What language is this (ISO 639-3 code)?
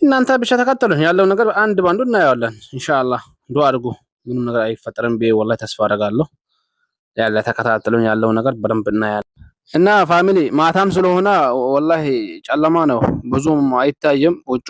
amh